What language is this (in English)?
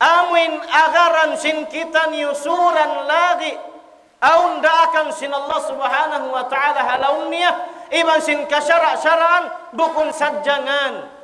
Tausug